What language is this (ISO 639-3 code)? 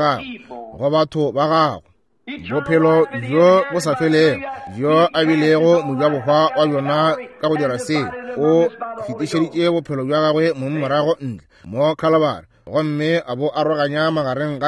nso